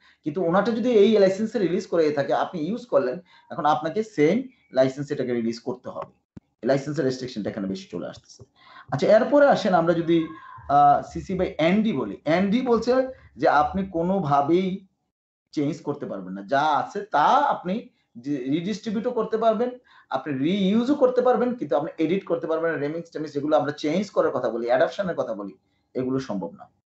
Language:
Bangla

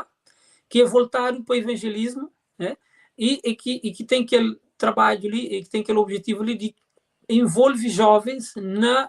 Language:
Kabuverdianu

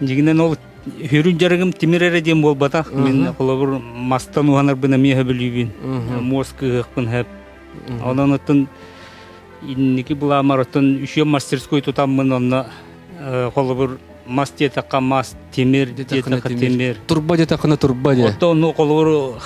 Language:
Yakut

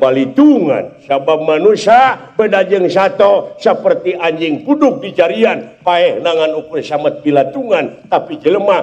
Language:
Sundanese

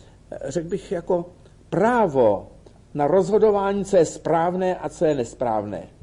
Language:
Czech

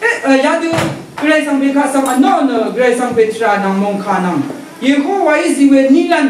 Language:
Rawang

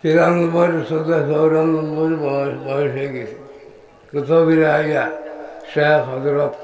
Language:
Sylheti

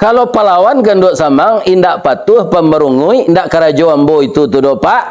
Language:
Minangkabau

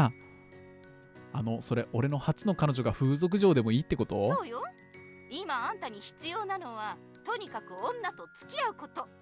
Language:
Japanese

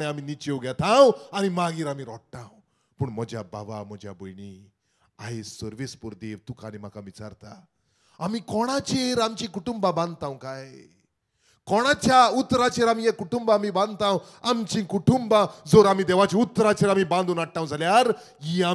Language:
Konkani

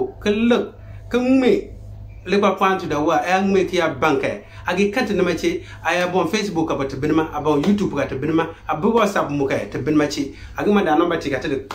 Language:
Konkomba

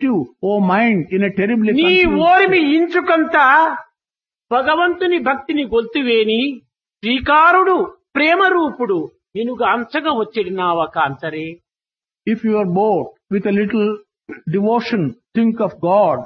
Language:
Telugu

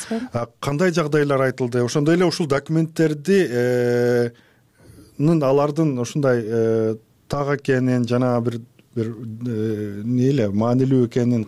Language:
Kyrgyz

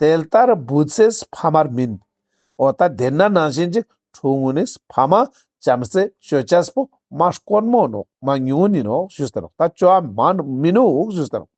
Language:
Ladakhi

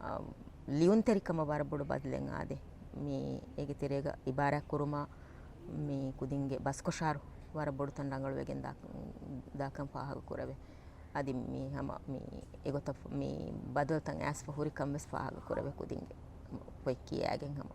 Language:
Divehi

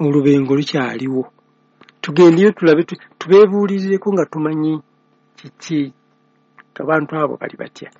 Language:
Ganda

